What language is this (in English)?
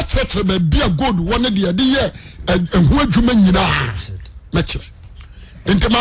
Akan